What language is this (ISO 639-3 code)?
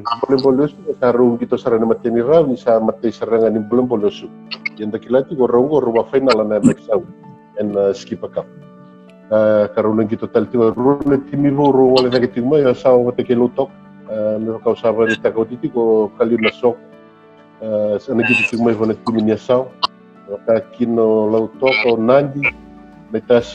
fij